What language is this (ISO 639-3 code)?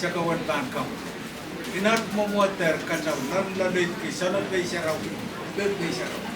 pon